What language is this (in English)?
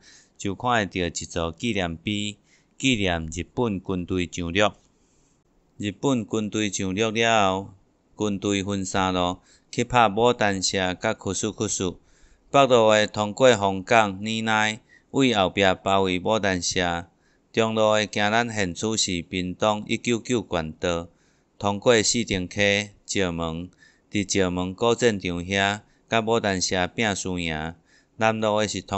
Min Nan Chinese